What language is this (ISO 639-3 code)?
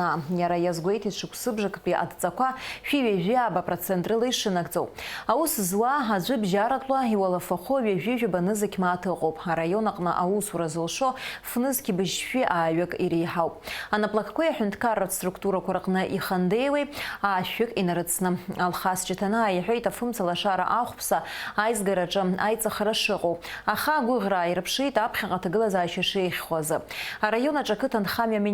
abk